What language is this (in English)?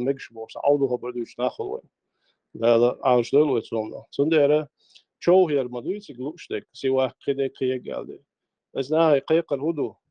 Chechen